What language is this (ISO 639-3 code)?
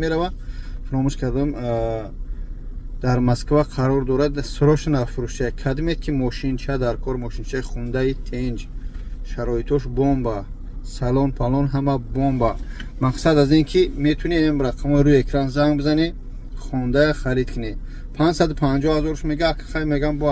tgk